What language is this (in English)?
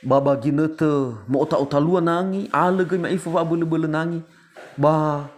Nias